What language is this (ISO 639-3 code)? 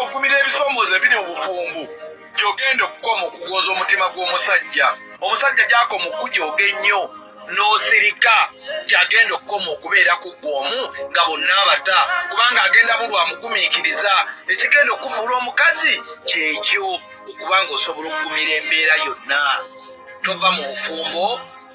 lug